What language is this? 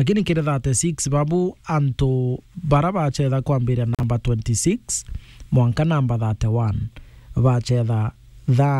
Meru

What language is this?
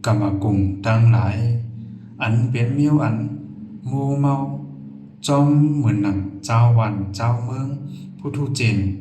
Shan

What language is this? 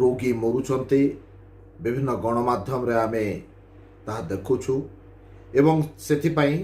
Odia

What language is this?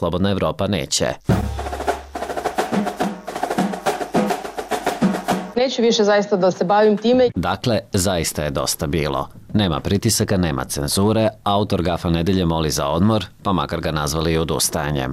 Serbian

